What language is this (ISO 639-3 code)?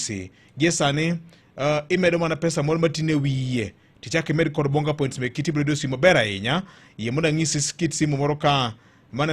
luo